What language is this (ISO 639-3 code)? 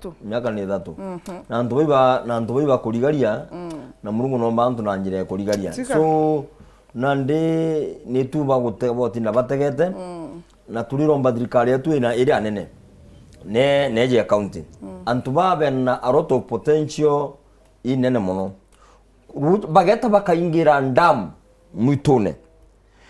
mer